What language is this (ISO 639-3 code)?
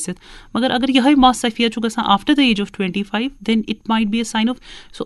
kas